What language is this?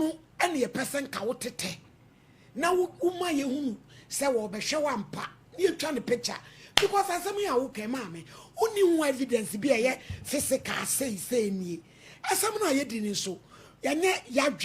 Akan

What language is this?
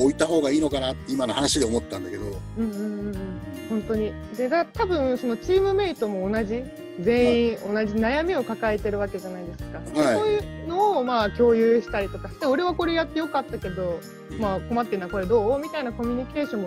Japanese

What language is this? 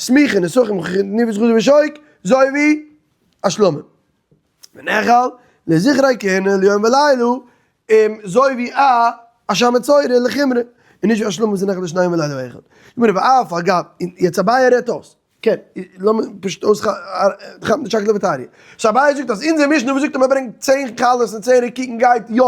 Yiddish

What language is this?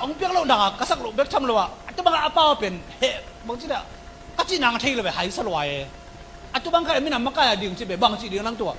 Tedim Chin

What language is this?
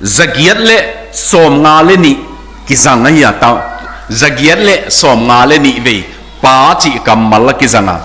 Tedim Chin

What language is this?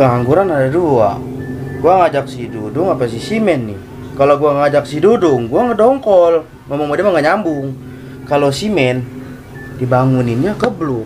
Betawi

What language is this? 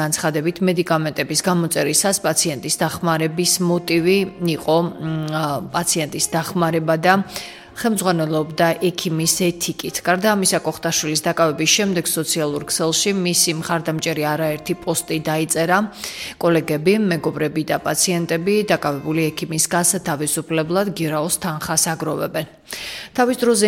Georgian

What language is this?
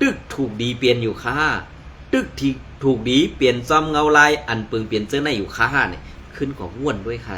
Shan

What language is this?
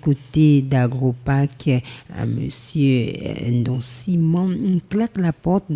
French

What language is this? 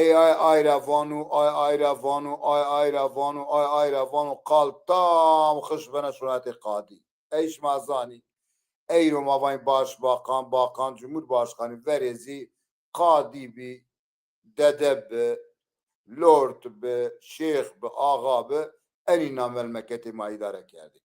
Zaza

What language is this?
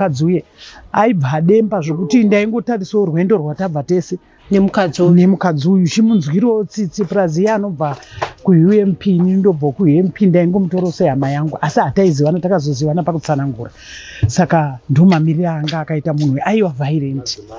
Shona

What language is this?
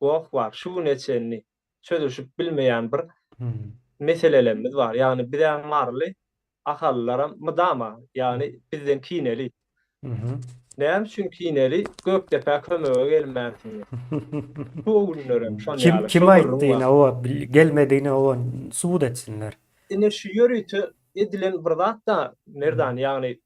Turkmen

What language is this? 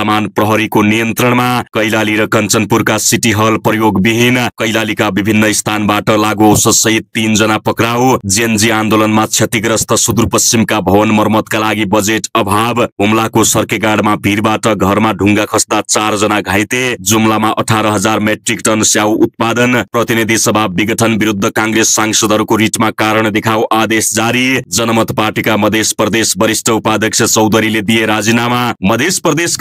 Nepali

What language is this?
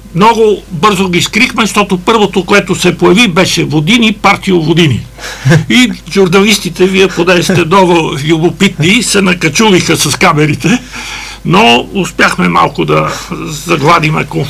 Bulgarian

